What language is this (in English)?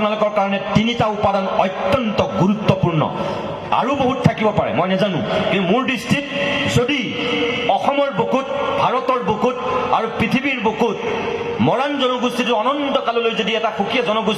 Assamese